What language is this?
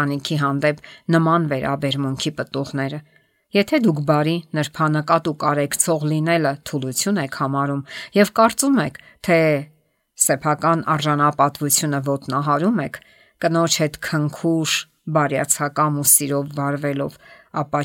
Armenian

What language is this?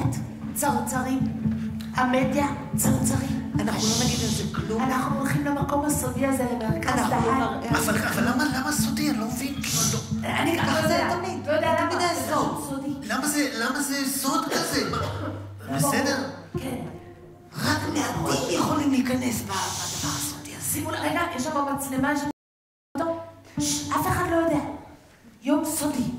Hebrew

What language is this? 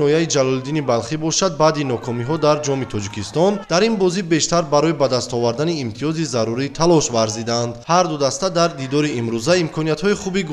Tajik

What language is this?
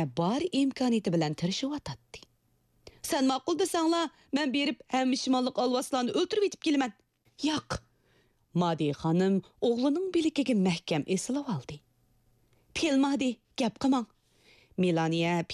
Uyghur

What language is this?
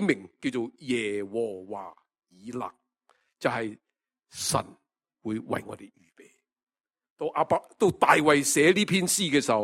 Cantonese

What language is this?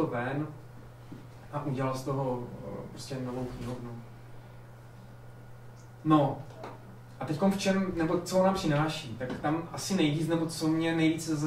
Czech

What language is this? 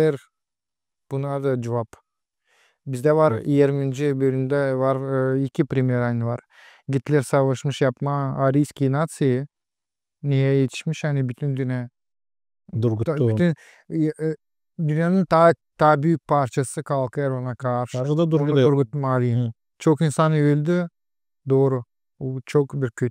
Gagauz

